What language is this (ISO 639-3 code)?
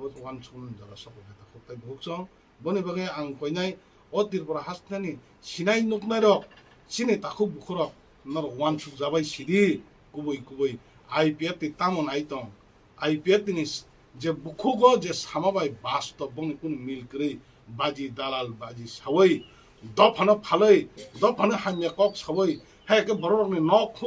trp